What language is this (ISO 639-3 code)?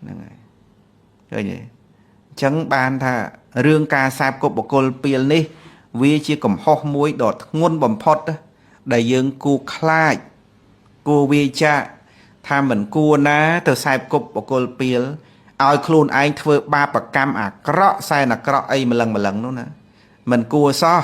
khm